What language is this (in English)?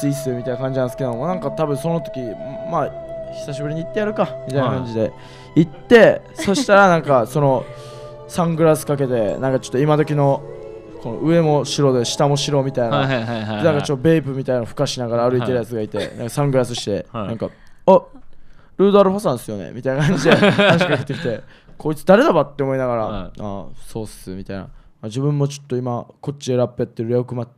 Japanese